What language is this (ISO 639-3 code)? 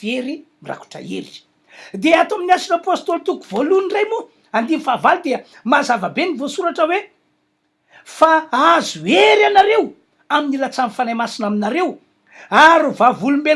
mlg